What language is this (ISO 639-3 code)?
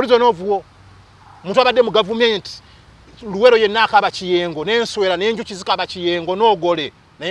lug